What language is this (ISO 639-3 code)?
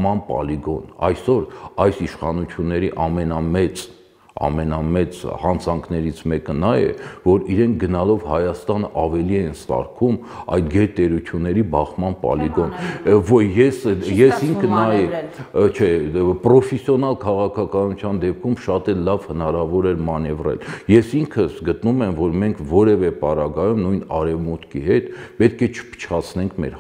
hye